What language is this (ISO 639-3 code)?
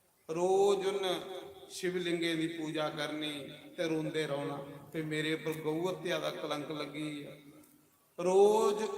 doi